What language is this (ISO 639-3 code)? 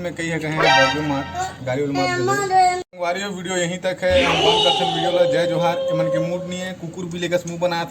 hne